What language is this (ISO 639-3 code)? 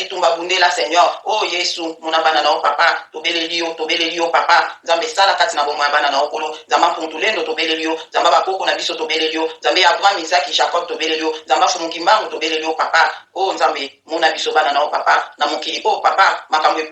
lin